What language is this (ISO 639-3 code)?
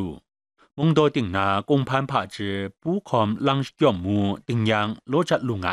kac